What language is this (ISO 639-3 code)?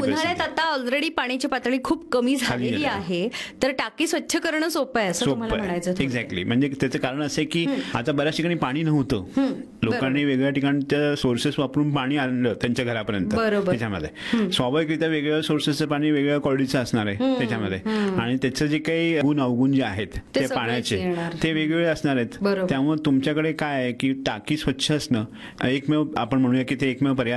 mar